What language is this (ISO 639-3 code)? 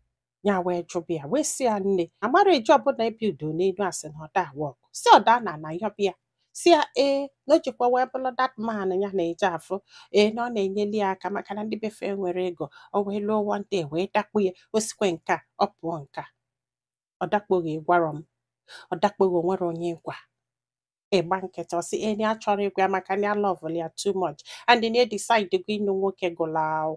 ibo